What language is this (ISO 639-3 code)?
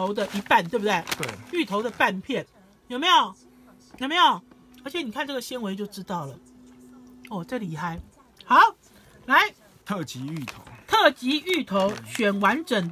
zho